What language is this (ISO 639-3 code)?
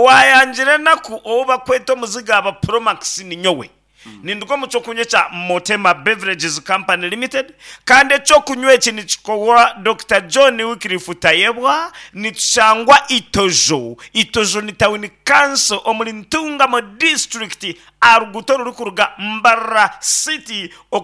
nyn